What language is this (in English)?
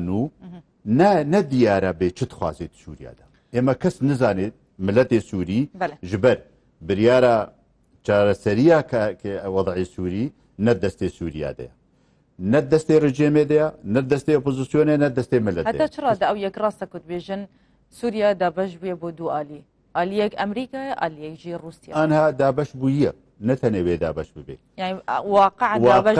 Kurdish